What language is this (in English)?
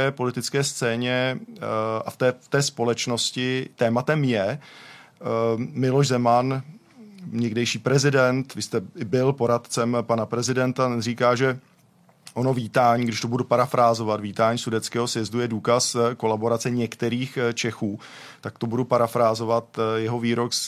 Czech